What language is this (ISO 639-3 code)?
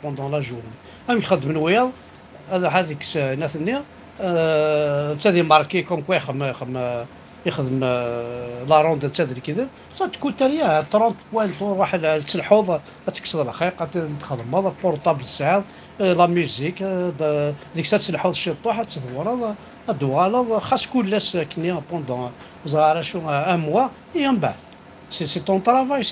kab